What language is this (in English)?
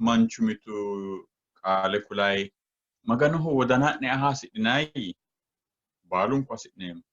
Sidamo